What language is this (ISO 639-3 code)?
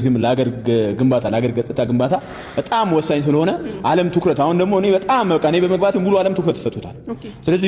amh